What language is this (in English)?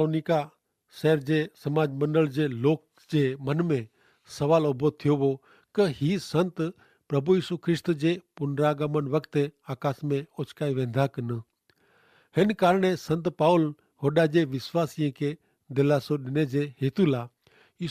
Kachhi